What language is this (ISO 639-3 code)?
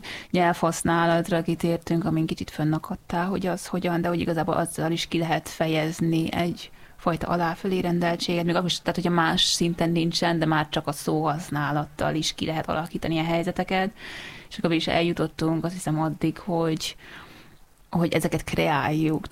hun